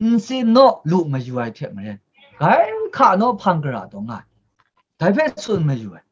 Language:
Kachin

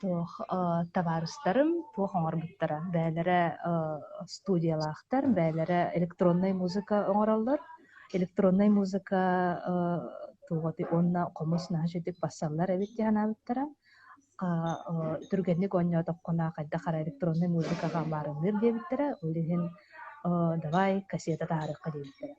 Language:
Yakut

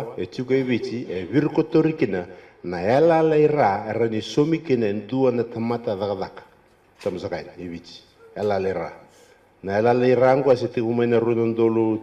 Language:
Fijian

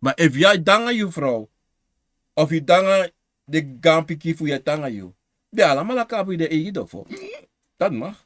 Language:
Sranan Tongo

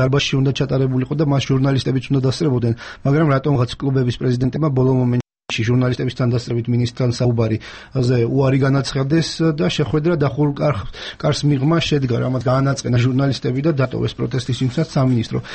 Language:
Georgian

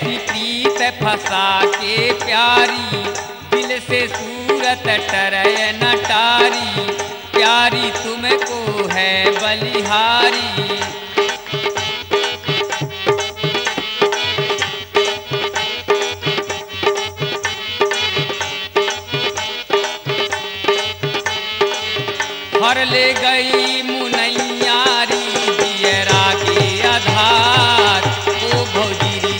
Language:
Bhojpuri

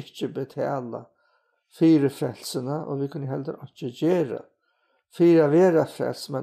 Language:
Faroese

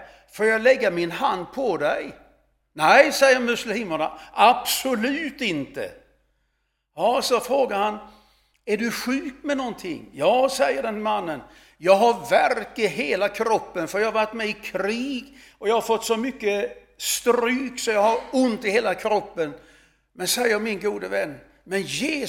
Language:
Swedish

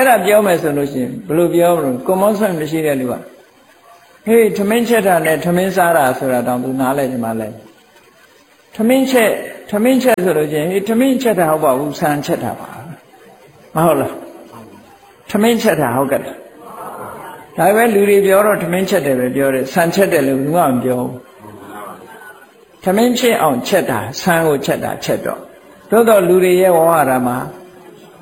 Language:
Burmese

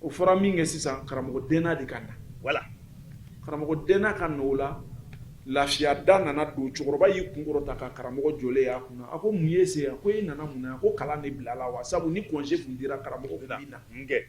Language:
Bambara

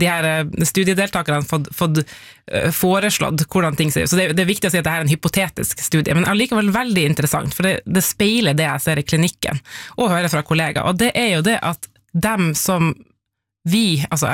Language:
Norwegian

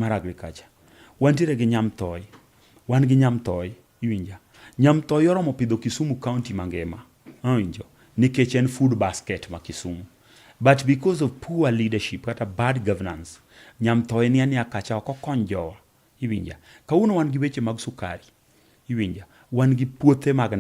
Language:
Luo (Kenya and Tanzania)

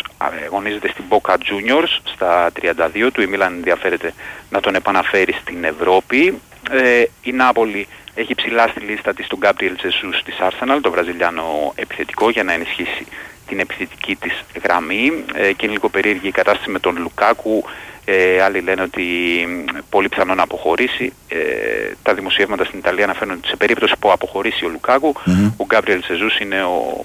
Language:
Greek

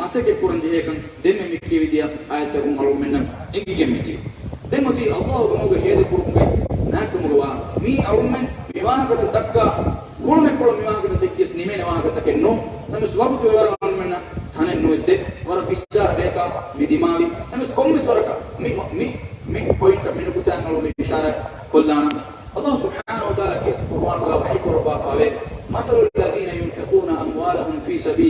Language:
Divehi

